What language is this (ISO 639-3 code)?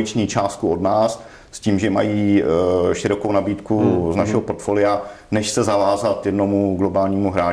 ces